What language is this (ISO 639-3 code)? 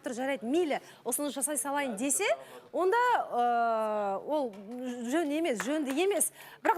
kaz